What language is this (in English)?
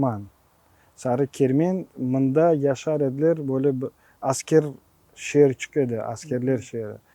Crimean Tatar